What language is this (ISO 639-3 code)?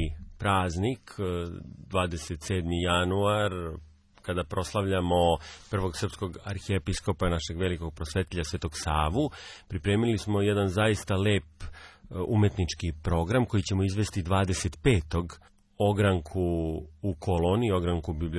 srp